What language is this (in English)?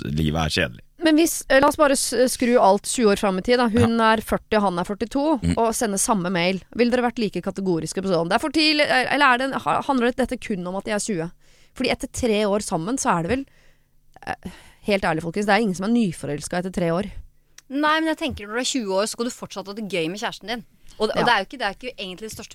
Norwegian